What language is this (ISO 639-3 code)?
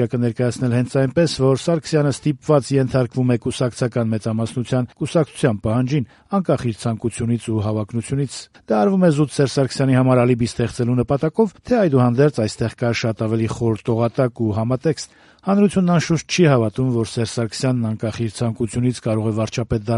hye